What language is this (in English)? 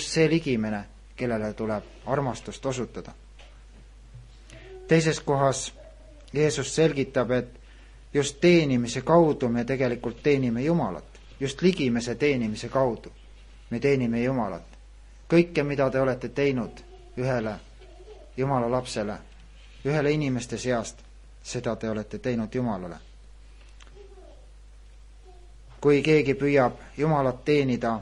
Estonian